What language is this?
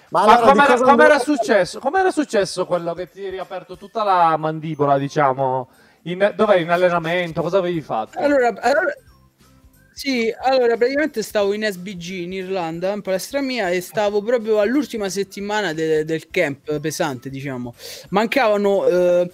Italian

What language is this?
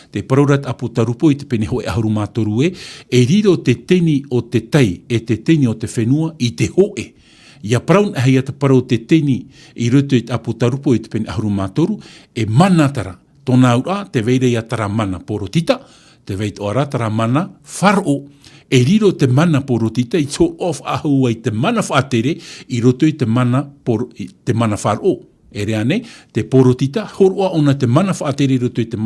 Tahitian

